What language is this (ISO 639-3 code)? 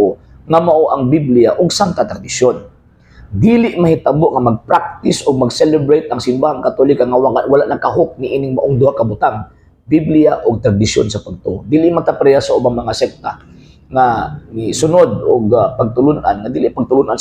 ceb